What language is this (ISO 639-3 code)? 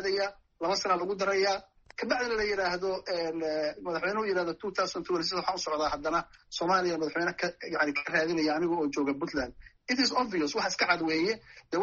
som